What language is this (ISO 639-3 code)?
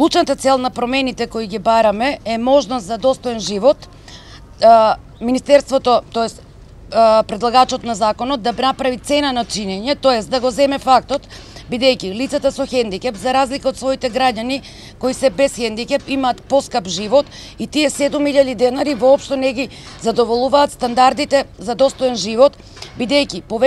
mkd